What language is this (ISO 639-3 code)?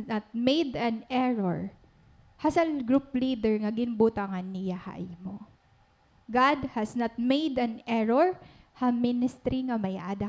war